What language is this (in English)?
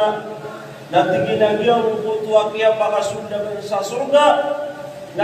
Maranao